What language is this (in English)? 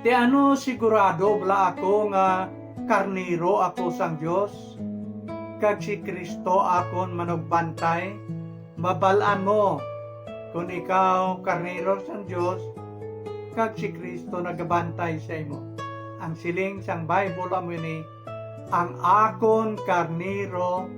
Hiligaynon